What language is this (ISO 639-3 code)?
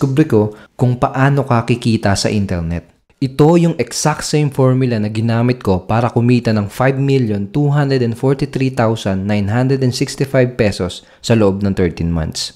fil